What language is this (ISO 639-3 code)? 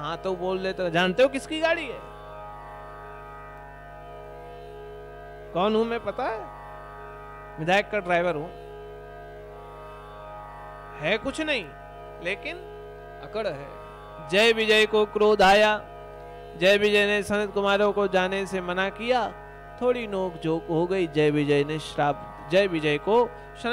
hin